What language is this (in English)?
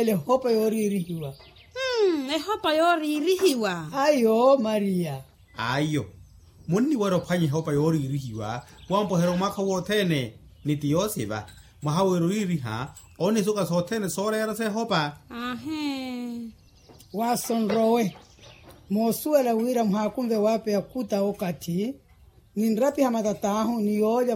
Makhuwa